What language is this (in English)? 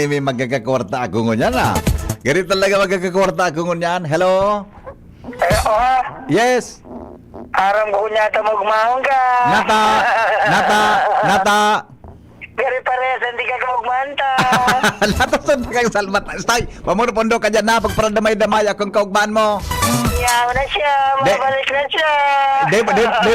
Bikol